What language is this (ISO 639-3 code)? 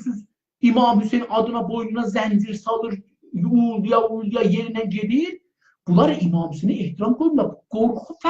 azb